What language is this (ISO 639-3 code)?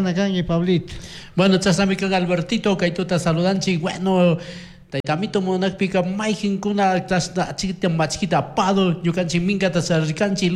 qug